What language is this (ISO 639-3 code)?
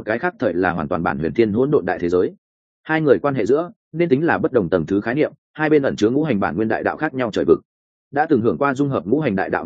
vie